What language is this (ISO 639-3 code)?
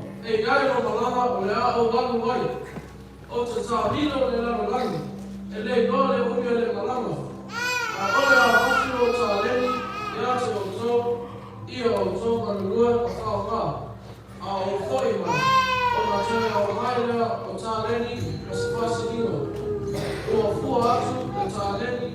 smo